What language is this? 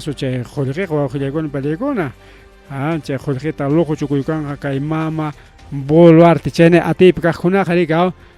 Ayacucho Quechua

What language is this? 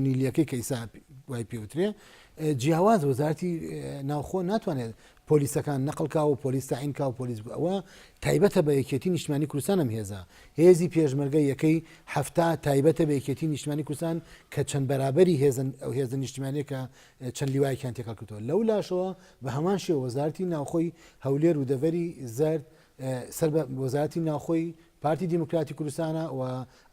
Central Kurdish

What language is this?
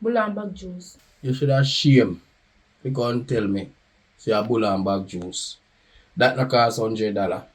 Jamaican Creole English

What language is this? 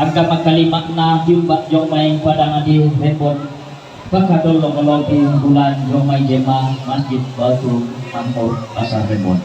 Toraja-Sa'dan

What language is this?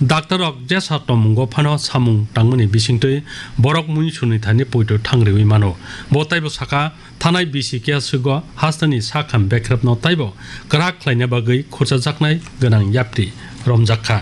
Kok Borok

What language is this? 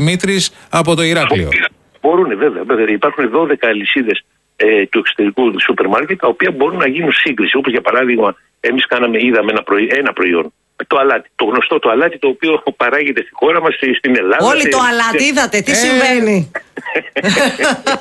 Greek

